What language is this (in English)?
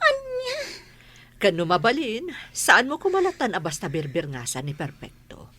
Iloko